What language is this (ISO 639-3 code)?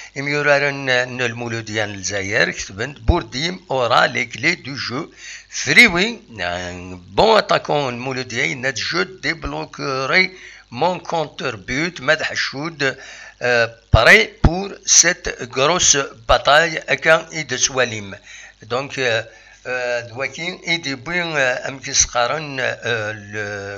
kab